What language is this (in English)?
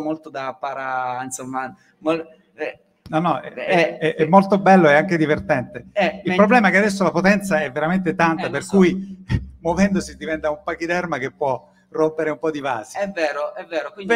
Italian